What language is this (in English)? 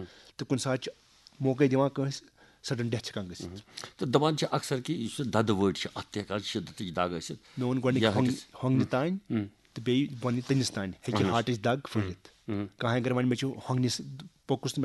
Kashmiri